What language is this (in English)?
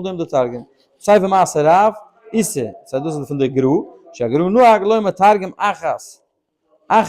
Yiddish